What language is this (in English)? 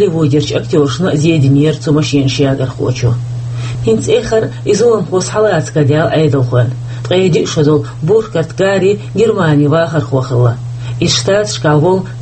Chechen